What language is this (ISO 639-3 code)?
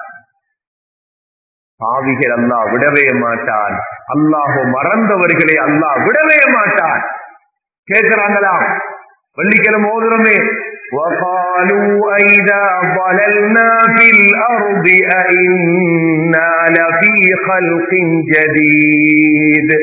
tam